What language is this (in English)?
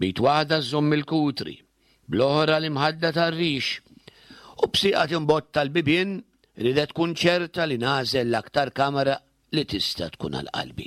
Maltese